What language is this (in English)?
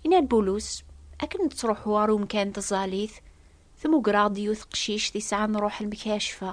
Kabyle